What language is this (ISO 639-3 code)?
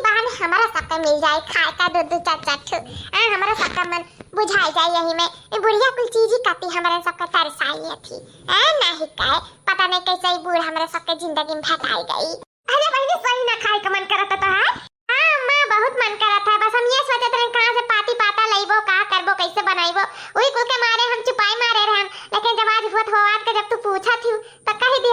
awa